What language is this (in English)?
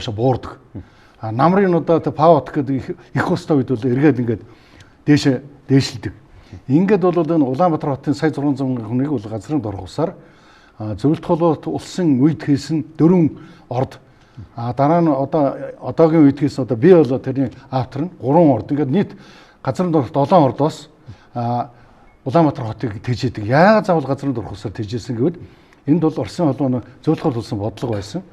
Mongolian